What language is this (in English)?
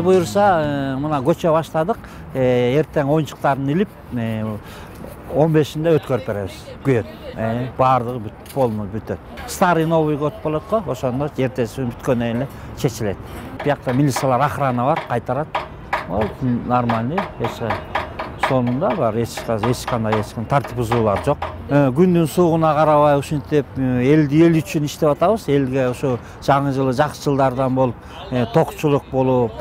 Kyrgyz